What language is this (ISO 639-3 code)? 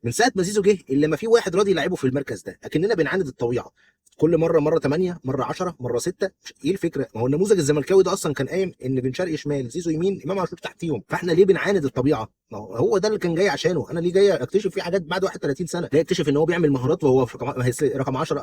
arz